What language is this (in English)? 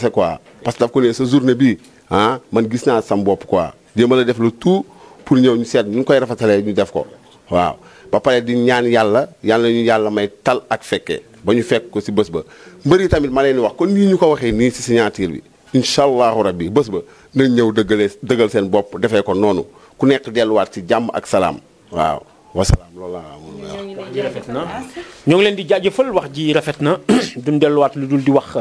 Wolof